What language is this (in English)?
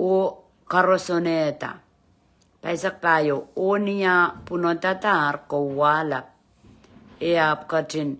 Pohnpeian